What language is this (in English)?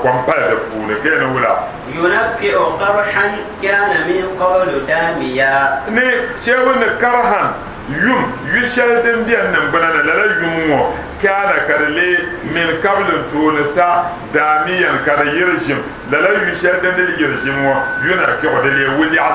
Dagbani